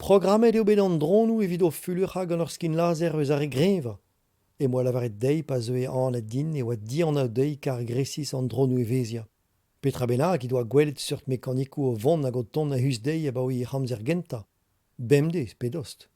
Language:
Breton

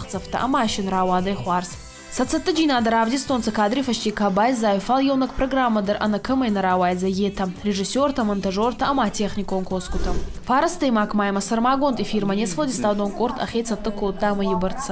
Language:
Ossetic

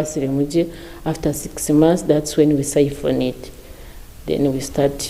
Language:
Nyankole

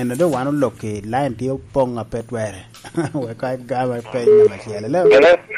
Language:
Lango (Uganda)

